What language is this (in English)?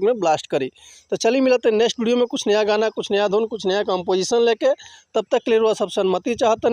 Bhojpuri